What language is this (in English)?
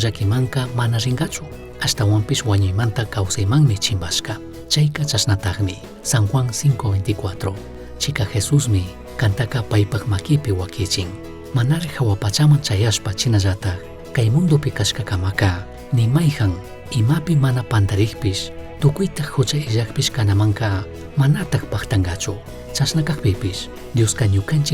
Chimborazo Highland Quichua